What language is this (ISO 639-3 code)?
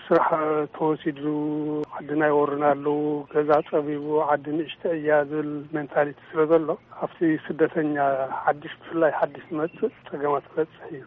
tir